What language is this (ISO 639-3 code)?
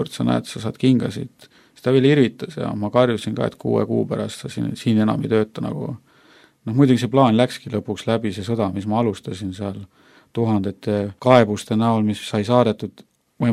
est